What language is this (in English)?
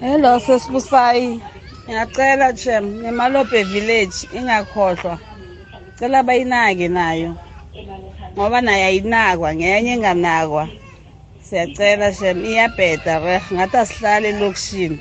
South Ndebele